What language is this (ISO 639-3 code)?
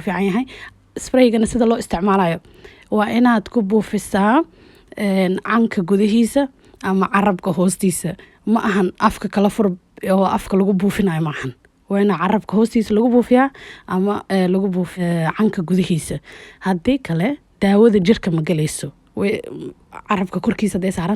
som